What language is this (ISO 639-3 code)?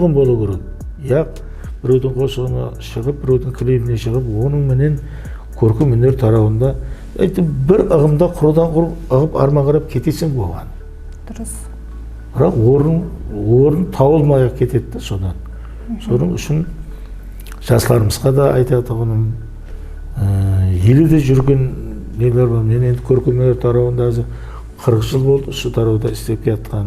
kaa